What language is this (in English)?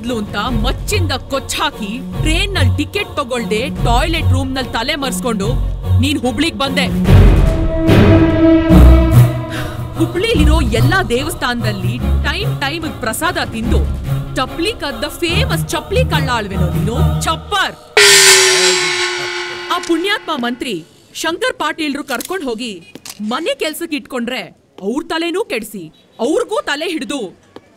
Kannada